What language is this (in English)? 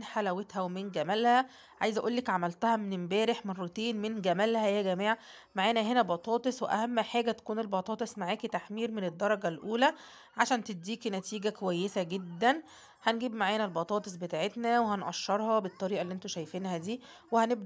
Egyptian Arabic